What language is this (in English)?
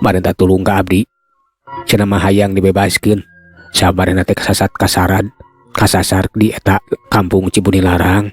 Sundanese